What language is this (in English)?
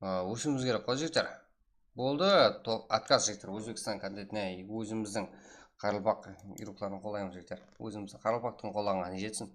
Kara-Kalpak